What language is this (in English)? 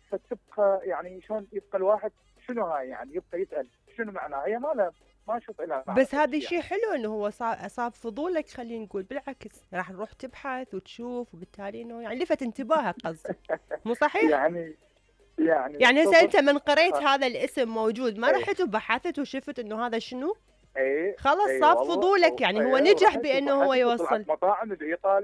Mesopotamian Arabic